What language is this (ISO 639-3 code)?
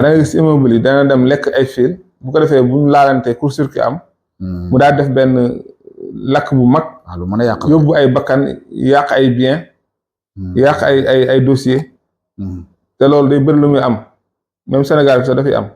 wol